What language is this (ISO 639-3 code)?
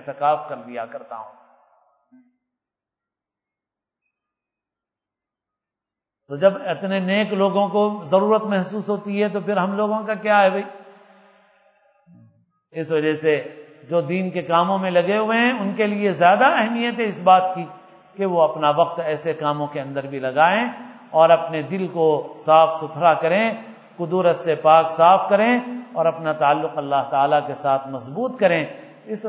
urd